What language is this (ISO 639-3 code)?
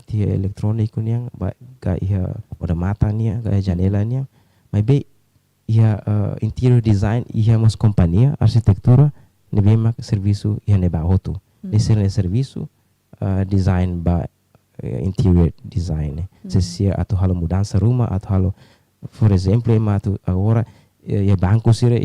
tet